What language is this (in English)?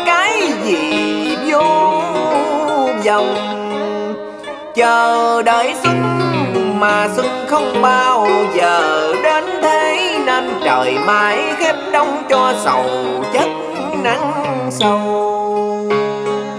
Vietnamese